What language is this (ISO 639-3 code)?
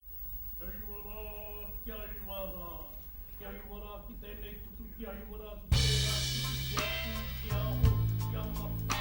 mri